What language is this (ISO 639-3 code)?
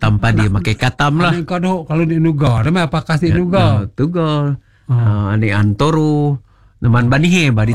msa